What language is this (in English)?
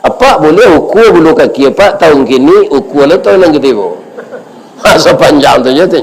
Minangkabau